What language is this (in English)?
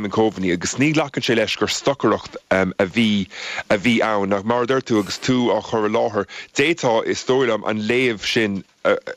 Irish